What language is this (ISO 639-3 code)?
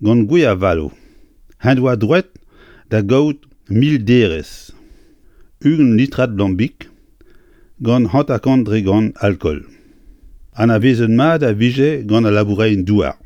bre